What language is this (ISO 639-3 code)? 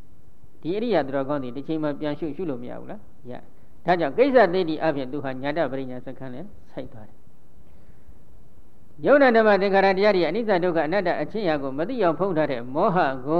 mya